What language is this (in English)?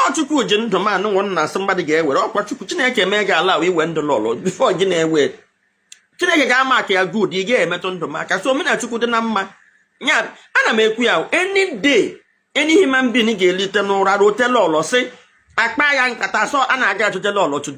Igbo